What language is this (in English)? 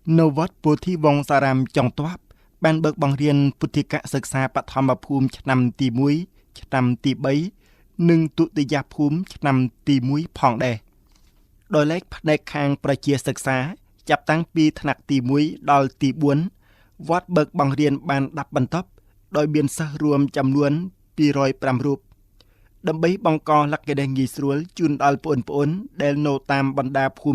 Khmer